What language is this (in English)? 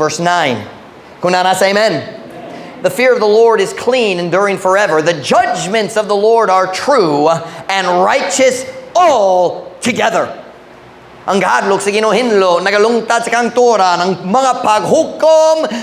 Cebuano